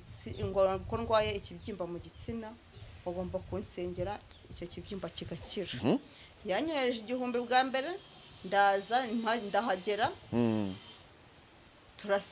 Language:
Kinyarwanda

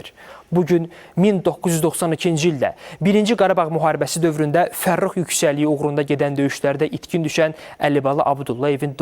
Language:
Azerbaijani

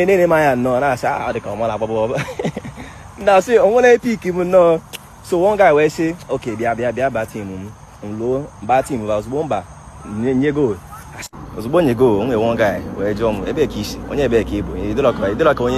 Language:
Igbo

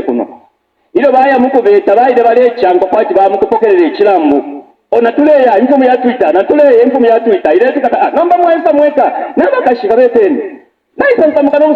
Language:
Bemba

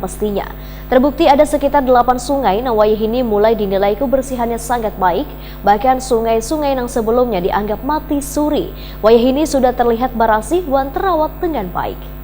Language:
Banjar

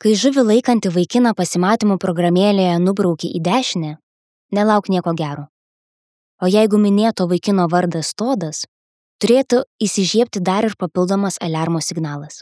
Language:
Lithuanian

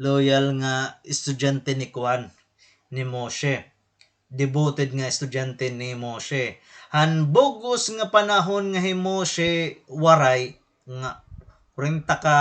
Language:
Waray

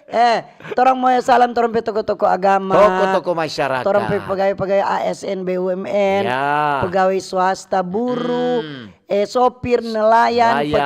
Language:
Manado Malay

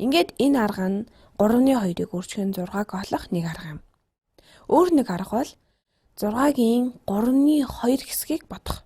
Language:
Mongolian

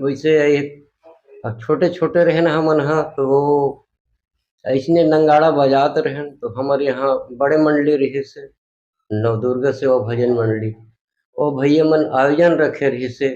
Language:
Chhattisgarhi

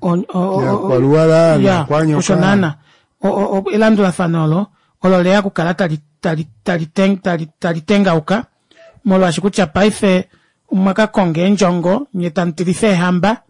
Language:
Kuanyama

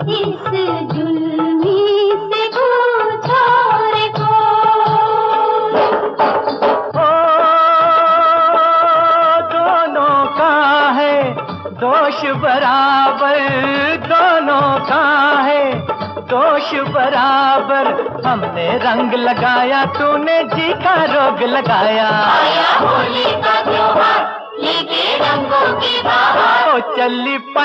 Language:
Hindi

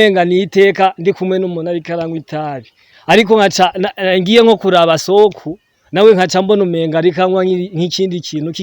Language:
Rundi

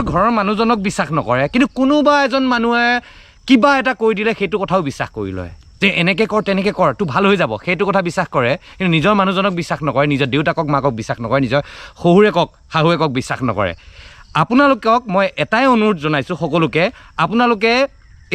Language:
Assamese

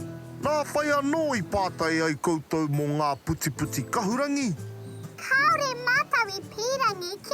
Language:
Māori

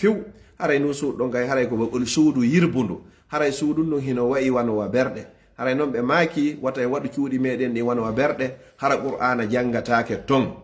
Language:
Pular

